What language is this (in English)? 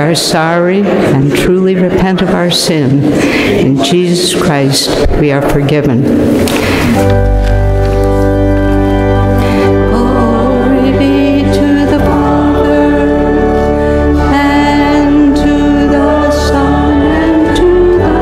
English